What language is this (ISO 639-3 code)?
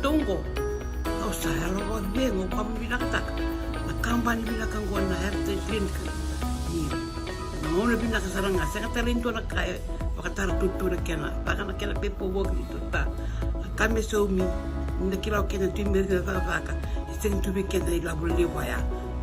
fij